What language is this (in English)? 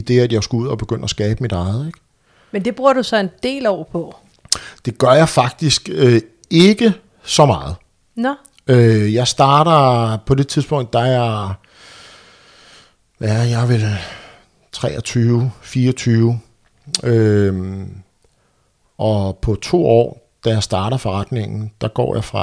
Danish